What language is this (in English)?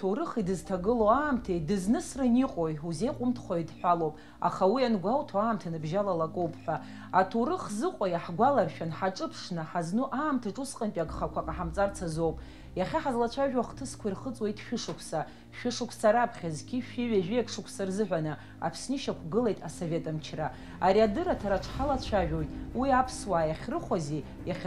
Abkhazian